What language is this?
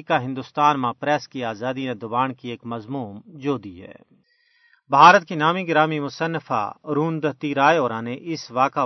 Gujari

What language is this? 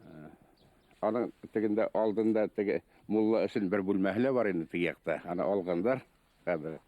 Bashkir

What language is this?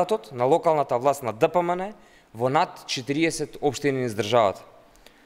Macedonian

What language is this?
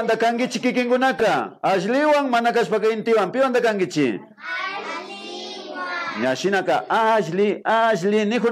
Imbabura Highland Quichua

